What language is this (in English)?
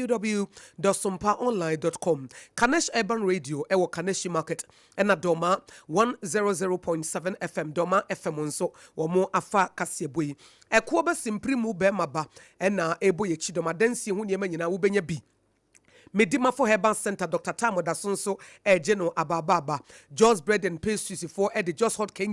Akan